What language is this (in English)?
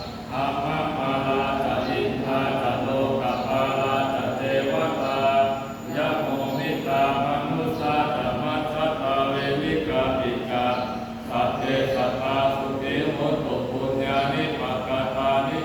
Pali